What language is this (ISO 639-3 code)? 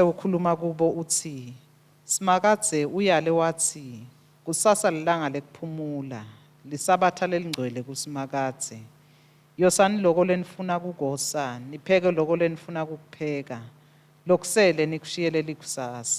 ssw